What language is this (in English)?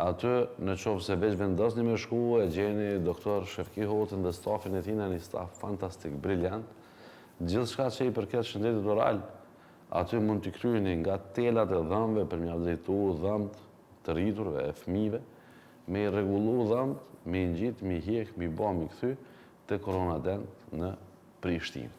Albanian